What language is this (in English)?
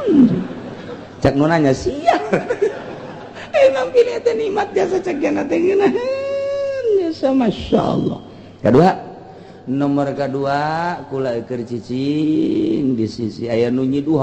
Sundanese